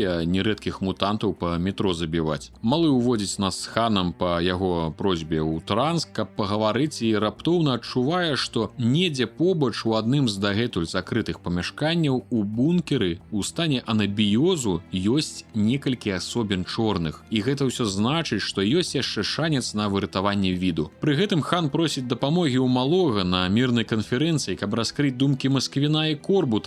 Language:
Belarusian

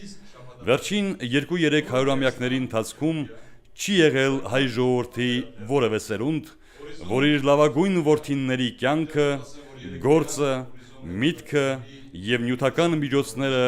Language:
Western Armenian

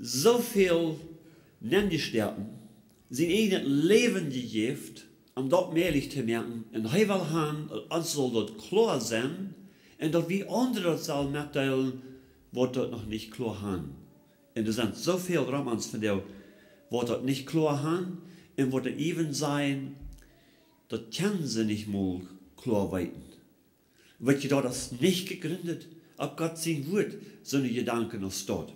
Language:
Plautdietsch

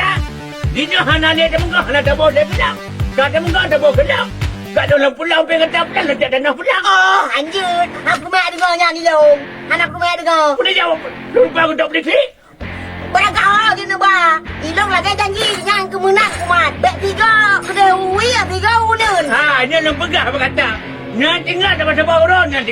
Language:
Achinese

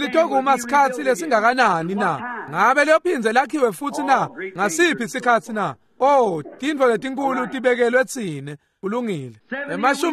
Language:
Swati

